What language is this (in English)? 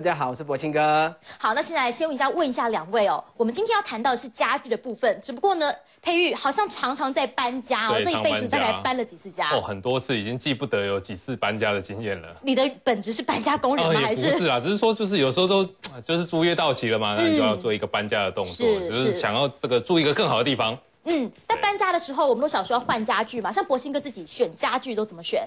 Chinese